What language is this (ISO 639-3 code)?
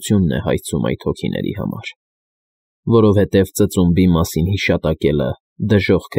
hye